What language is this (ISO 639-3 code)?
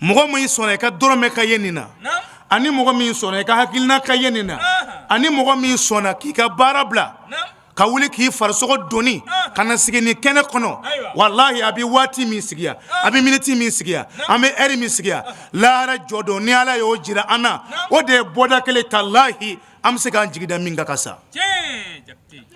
bam